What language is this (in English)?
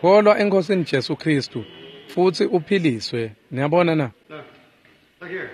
Swati